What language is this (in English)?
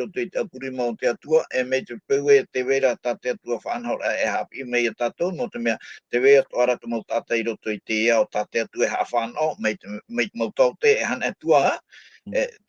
Tahitian